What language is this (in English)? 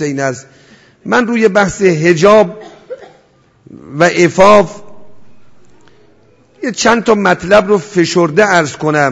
Persian